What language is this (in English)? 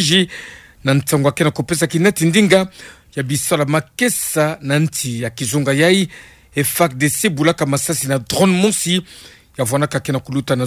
Kituba (Democratic Republic of Congo)